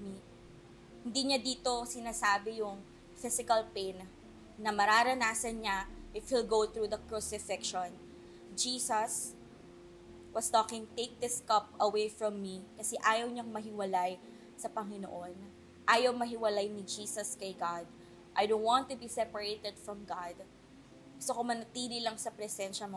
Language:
Filipino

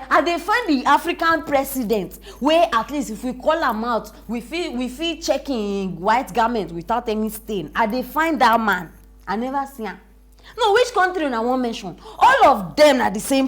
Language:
Nigerian Pidgin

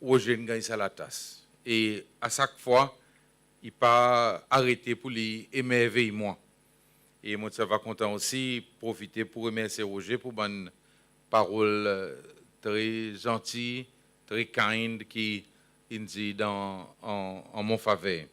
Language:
Seselwa Creole French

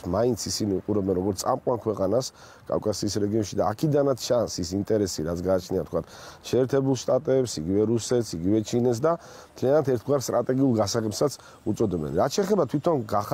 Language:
Georgian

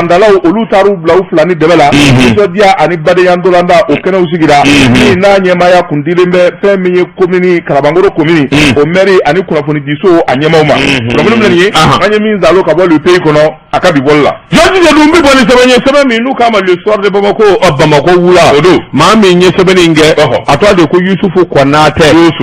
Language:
Bambara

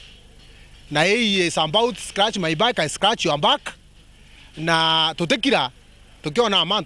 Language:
Meru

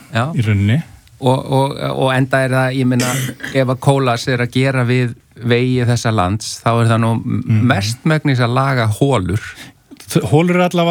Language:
Icelandic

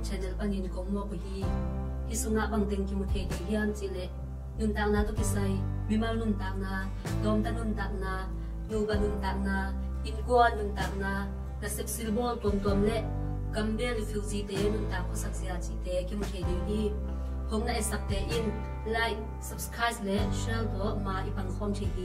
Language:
Tedim Chin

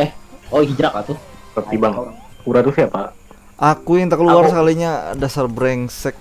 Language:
Banjar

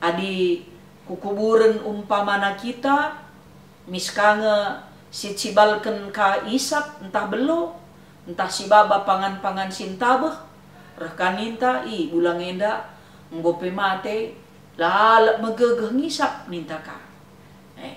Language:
Batak Karo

